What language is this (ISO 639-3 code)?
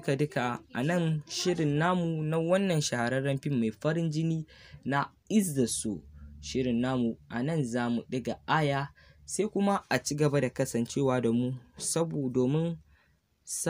hau